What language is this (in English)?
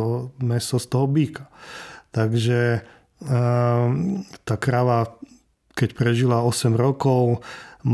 Slovak